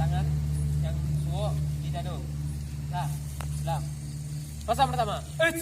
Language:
Minangkabau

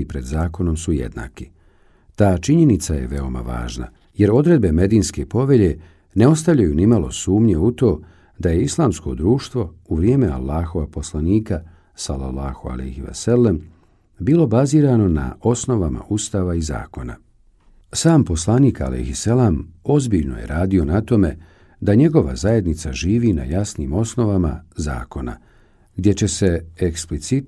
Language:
Bosnian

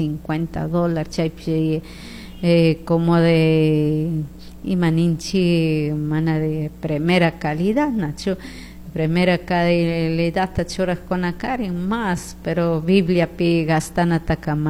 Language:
Chimborazo Highland Quichua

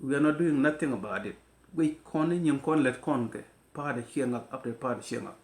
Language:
Nuer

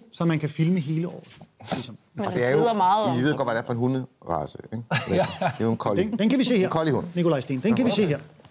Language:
Danish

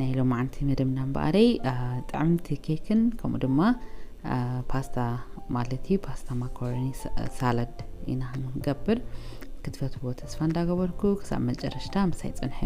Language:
Tigrinya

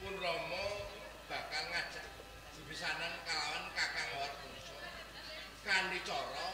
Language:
Javanese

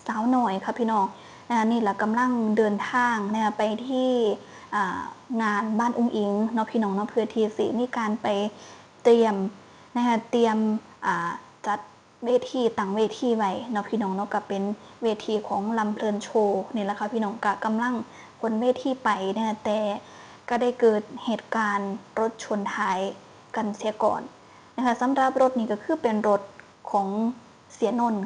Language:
Northeastern Thai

